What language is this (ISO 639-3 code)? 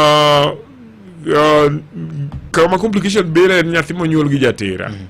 luo